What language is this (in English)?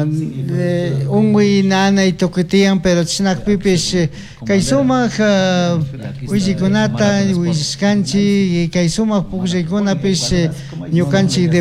Chimborazo Highland Quichua